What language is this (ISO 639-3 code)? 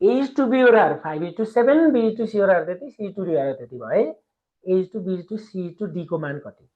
nep